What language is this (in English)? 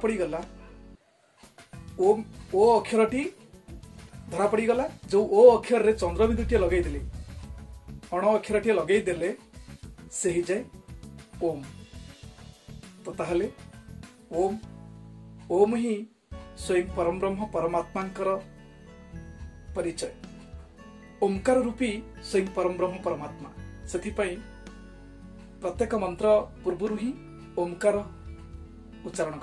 Odia